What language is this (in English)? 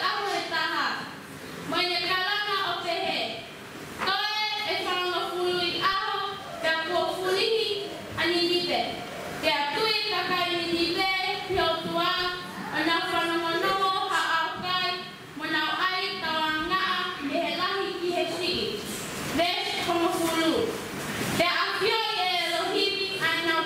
Tongan